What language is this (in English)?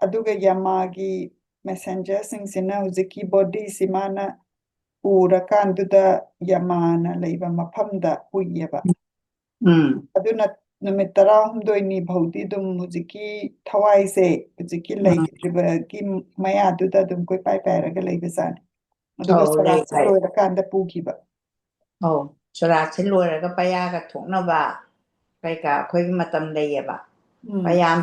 Manipuri